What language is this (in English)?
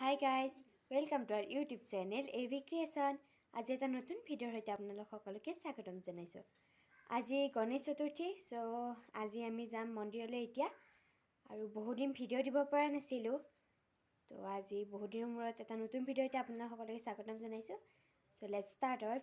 Assamese